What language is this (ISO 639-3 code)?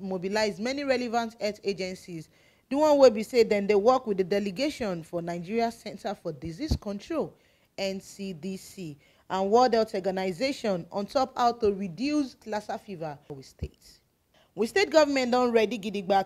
pcm